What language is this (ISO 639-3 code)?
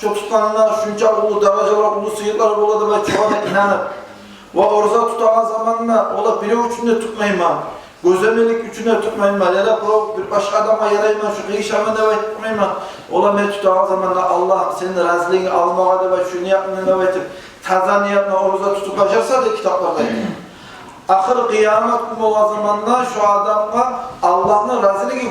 kum